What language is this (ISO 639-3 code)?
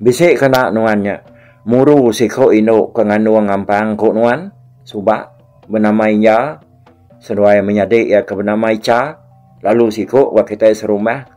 iba